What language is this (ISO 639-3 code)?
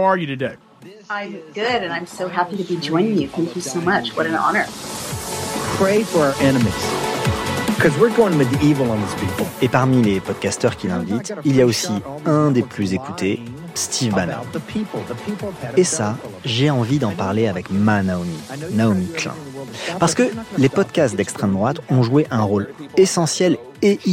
fra